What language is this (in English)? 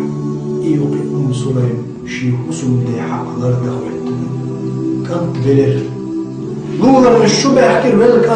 Chechen